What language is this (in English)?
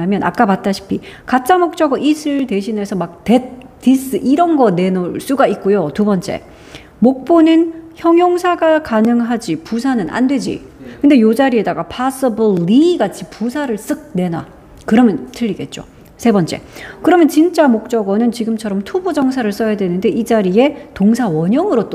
Korean